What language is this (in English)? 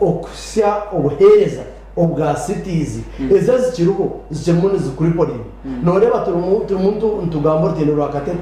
Nyankole